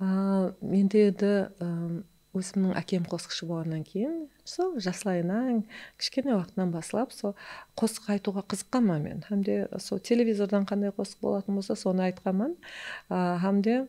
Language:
Kara-Kalpak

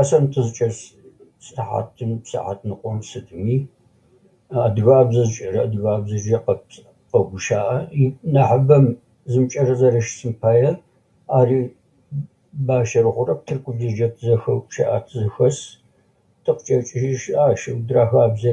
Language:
Adyghe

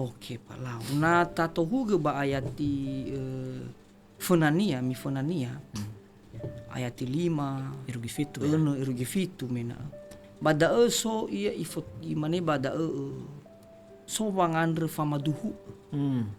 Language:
Nias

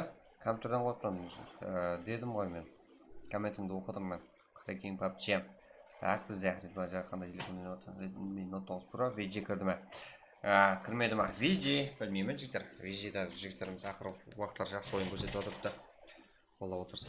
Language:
Kara-Kalpak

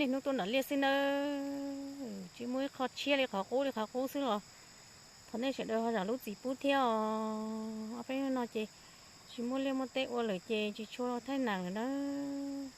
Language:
Hmong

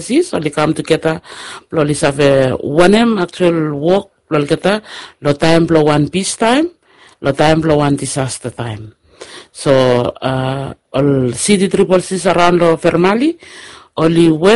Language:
Bislama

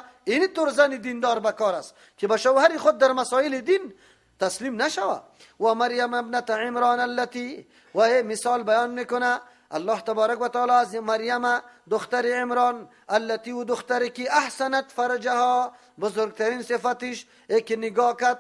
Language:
Persian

